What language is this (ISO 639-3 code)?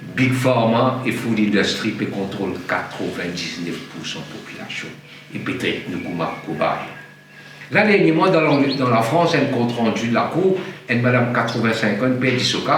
mfe